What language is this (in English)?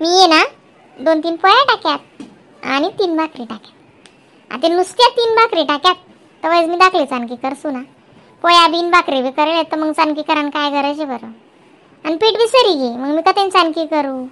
Khandesi